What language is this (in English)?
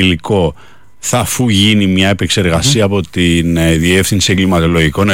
Greek